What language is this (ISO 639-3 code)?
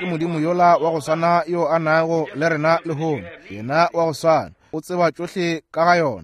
nso